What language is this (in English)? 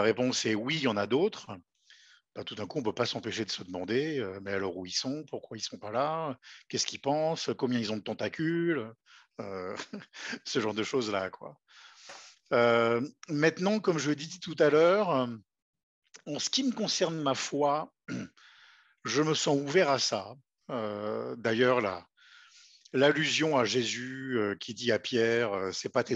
French